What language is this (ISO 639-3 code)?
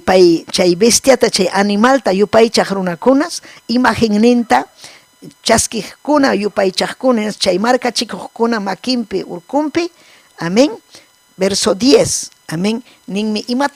quy